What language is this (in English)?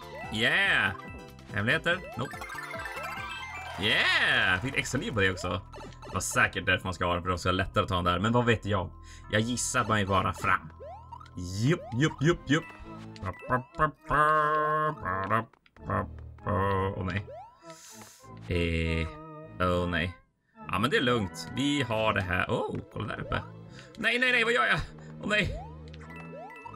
Swedish